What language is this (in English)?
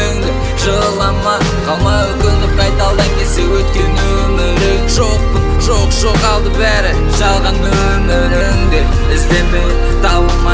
Kazakh